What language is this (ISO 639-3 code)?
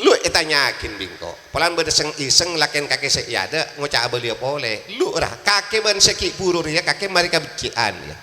mad